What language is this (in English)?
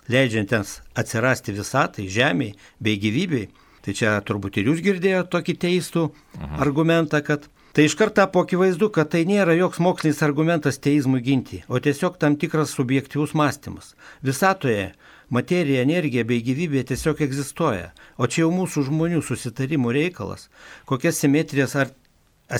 Lithuanian